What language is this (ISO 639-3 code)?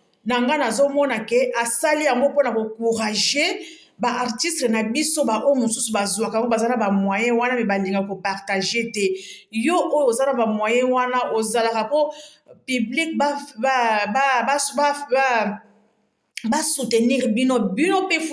lin